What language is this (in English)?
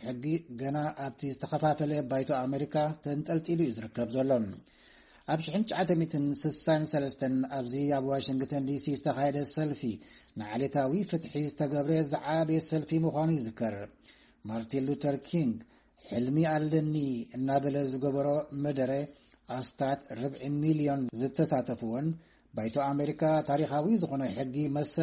Tigrinya